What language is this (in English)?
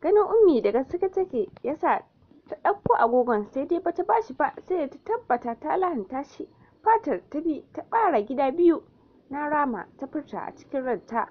Hausa